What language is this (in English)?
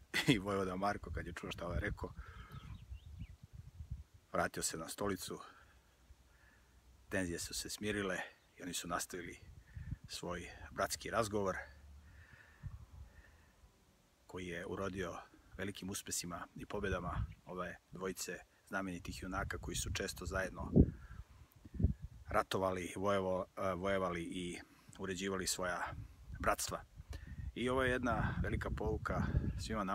Serbian